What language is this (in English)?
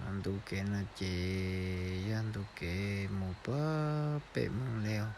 Hmong